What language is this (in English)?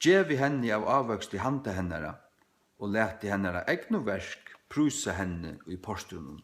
Faroese